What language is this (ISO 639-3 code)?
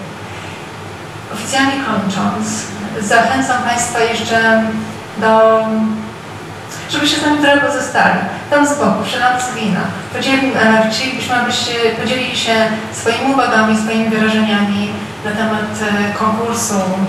pol